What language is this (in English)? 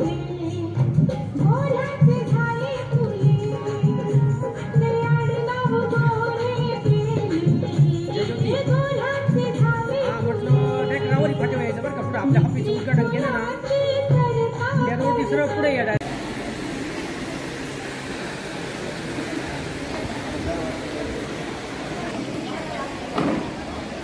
Marathi